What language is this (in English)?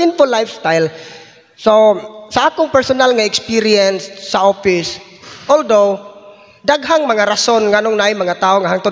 Cebuano